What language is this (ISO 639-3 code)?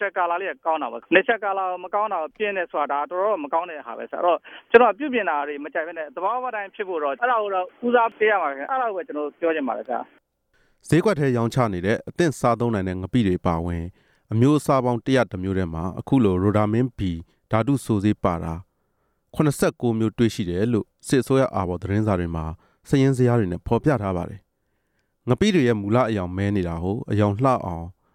mya